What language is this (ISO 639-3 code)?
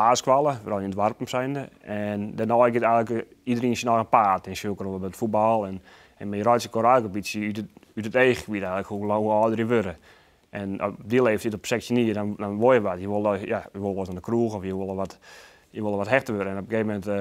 fry